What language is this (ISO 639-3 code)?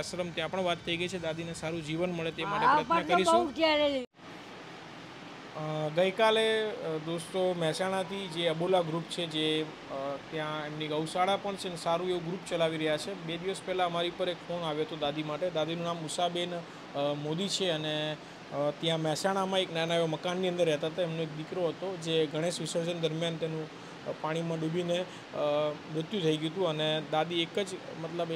guj